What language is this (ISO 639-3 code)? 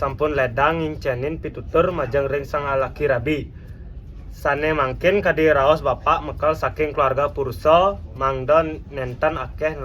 ban